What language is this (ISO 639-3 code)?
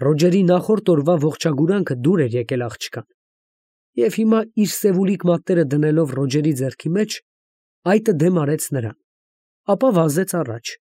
hye